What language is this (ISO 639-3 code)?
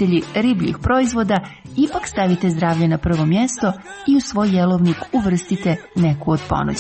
hrv